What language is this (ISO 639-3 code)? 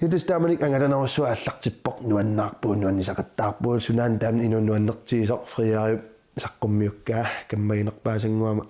kal